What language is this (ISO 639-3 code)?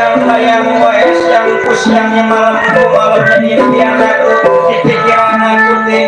bew